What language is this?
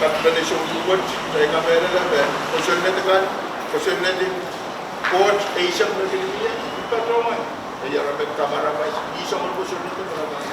Pohnpeian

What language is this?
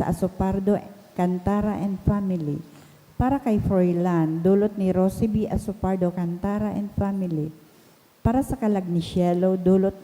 Bikol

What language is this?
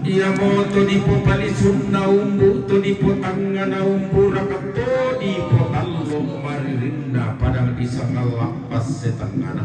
Toraja-Sa'dan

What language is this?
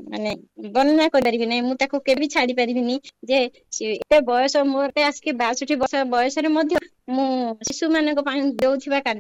Odia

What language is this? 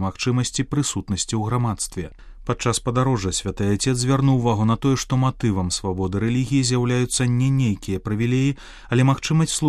Belarusian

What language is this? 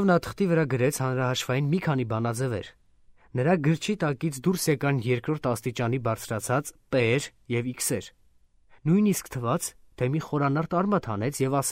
Armenian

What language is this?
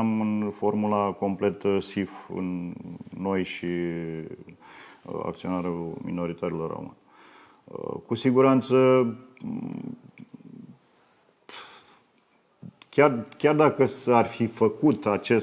Romanian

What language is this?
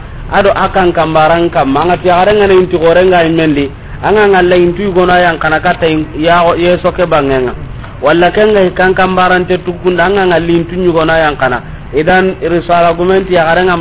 Soninke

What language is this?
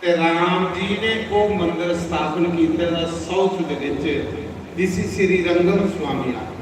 Dogri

